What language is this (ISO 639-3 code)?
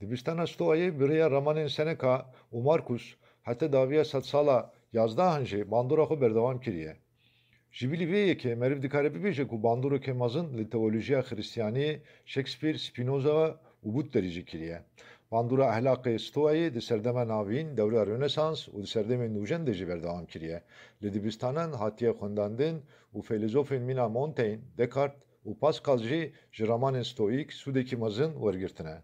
kur